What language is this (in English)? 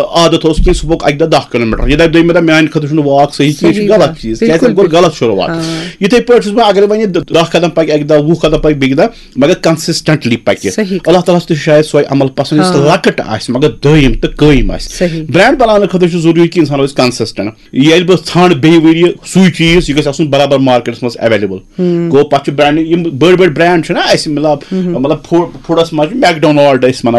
Kashmiri